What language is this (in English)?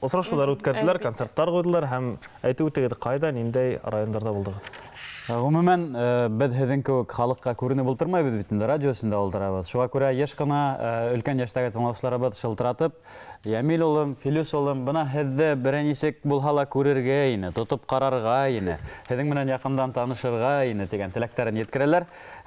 Bashkir